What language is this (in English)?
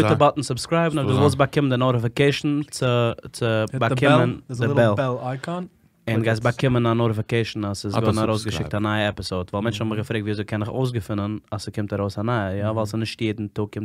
Yiddish